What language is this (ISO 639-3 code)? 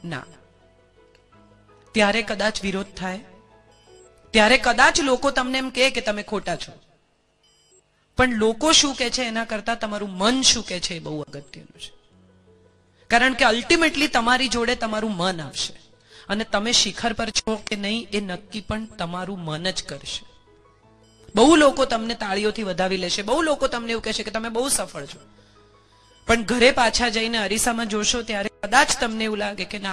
guj